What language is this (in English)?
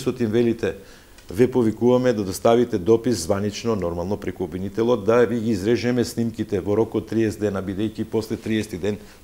Macedonian